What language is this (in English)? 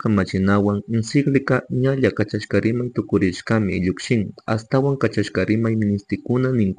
Chimborazo Highland Quichua